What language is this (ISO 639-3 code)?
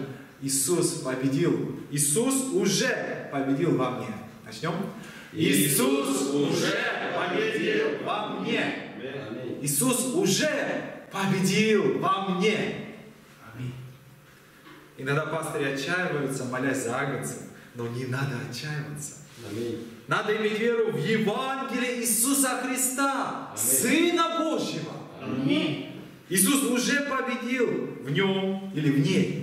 rus